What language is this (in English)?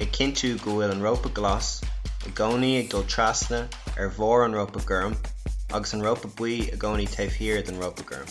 Irish